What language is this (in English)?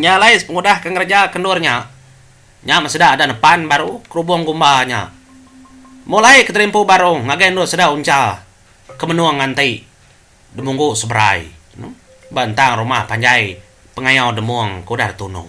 Iban